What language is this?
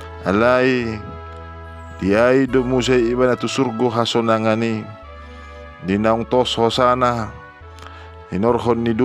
Batak Toba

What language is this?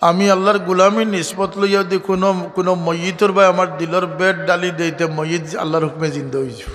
Sylheti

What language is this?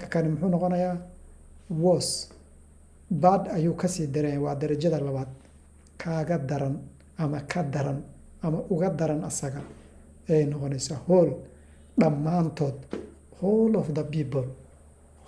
Somali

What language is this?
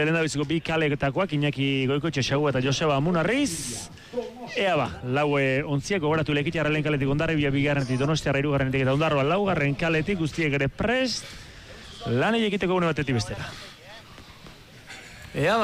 Basque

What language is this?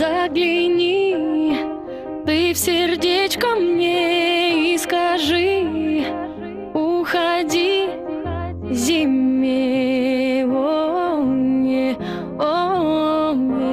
Russian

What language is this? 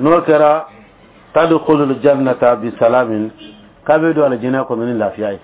Dyula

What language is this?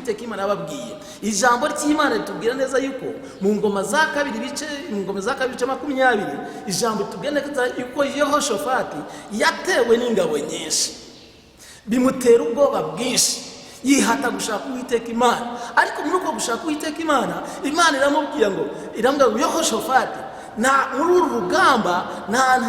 Kinyarwanda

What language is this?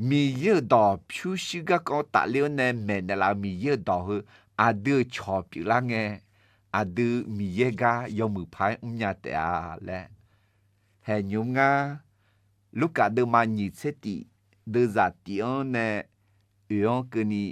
Akha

